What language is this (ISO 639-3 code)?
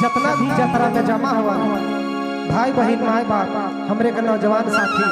sck